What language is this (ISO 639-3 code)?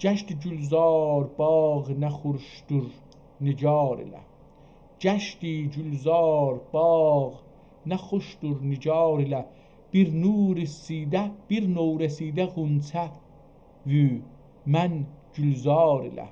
azb